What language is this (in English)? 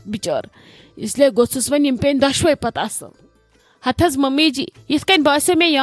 Kashmiri